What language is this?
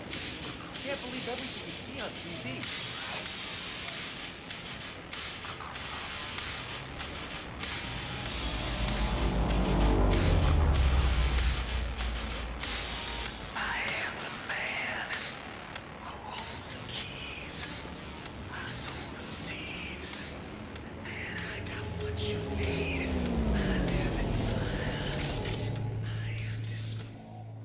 English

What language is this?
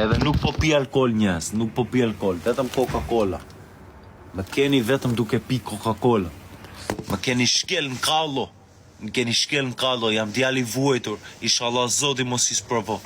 Albanian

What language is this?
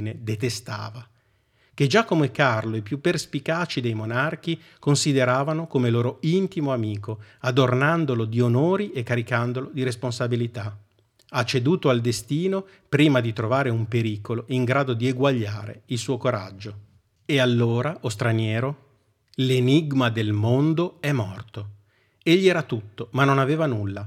Italian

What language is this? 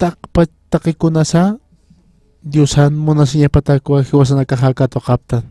Aymara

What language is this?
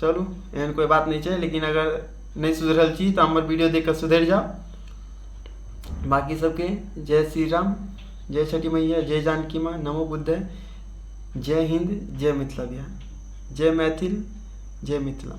Maithili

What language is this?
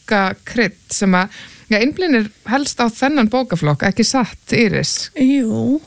Icelandic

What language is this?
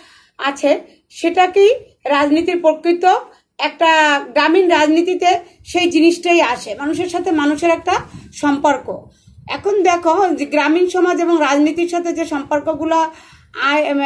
Bangla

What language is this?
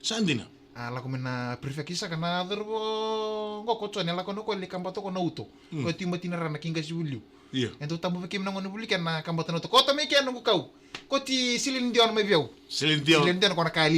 Fijian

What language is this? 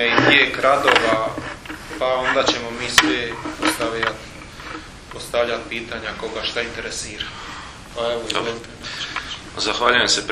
Croatian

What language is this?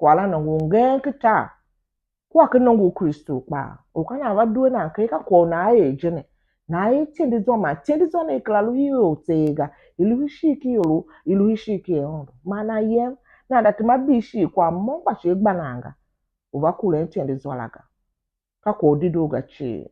Tiv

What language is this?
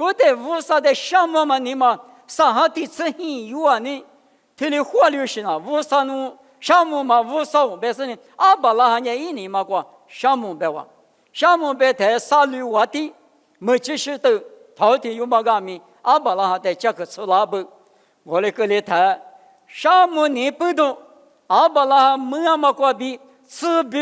Lisu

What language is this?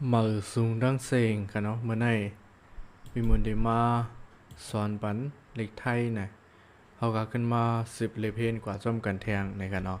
Shan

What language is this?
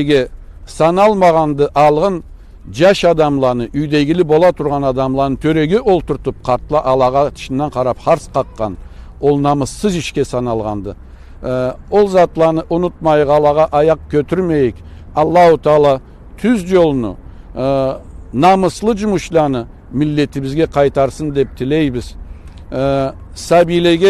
Karachay-Balkar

